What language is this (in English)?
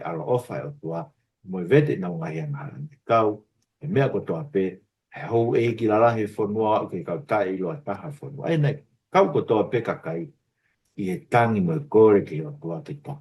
Tongan